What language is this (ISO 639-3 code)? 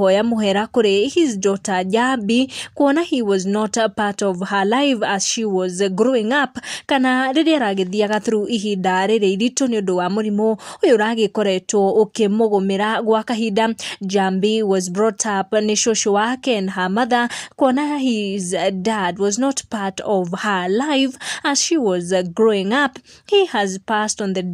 kik